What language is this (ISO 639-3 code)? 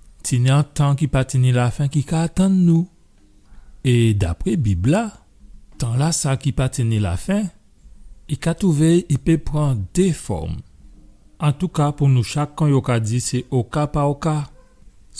gcf